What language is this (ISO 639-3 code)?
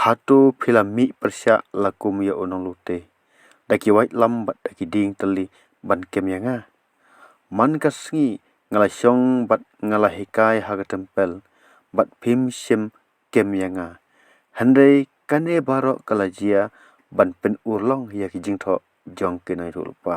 kha